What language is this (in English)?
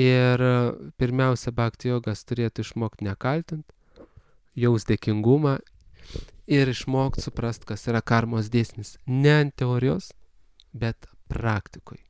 Lithuanian